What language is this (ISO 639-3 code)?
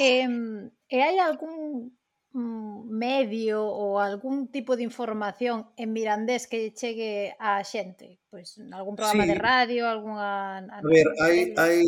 glg